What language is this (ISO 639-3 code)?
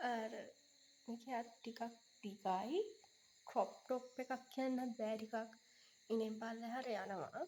sin